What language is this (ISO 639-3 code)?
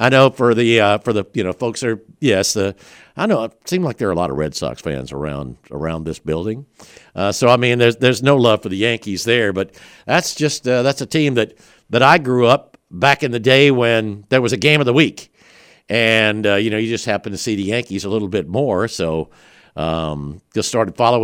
eng